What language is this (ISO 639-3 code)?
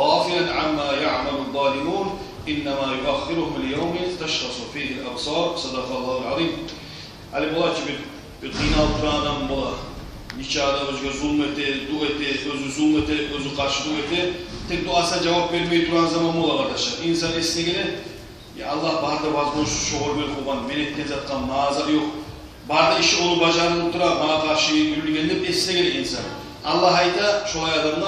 kum